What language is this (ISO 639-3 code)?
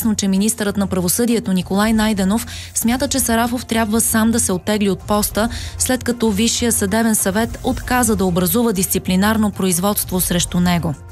bul